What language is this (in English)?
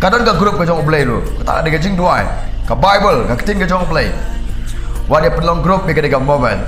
Khasi